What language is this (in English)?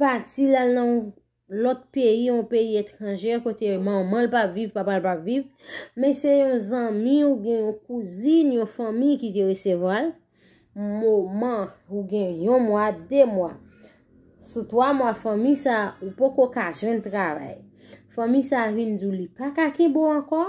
Haitian Creole